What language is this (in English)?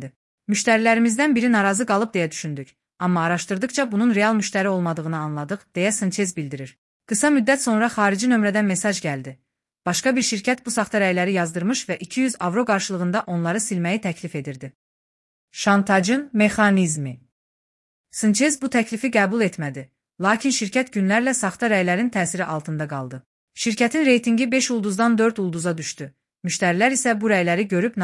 Azerbaijani